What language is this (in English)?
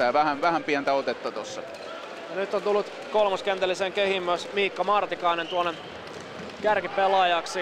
Finnish